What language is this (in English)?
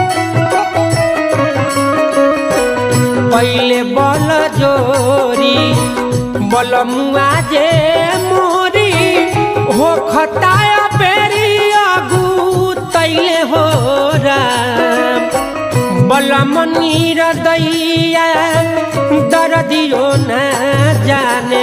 Bhojpuri